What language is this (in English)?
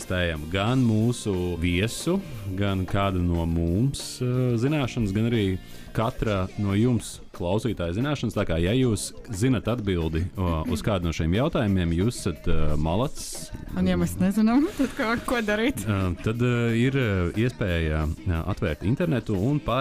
Latvian